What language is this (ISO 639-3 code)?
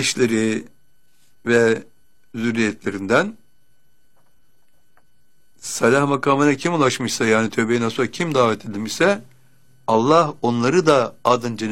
tur